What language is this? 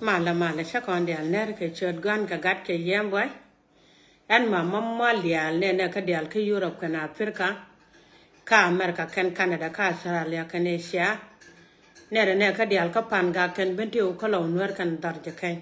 Nuer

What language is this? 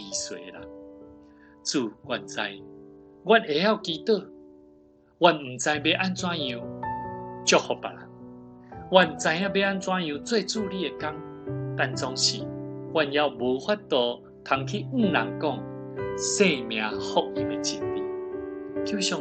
Min Nan Chinese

